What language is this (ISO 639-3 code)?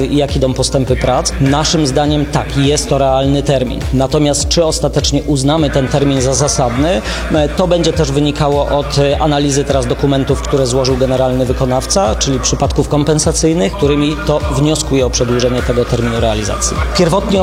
pol